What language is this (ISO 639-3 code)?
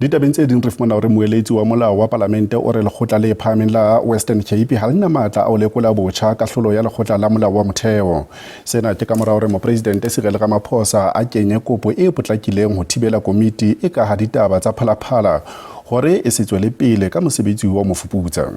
sot